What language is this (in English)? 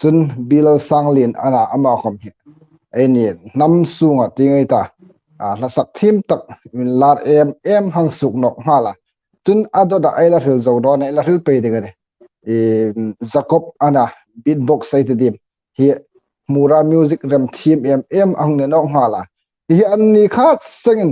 Hmar